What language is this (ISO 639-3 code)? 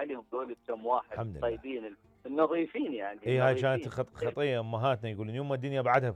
acm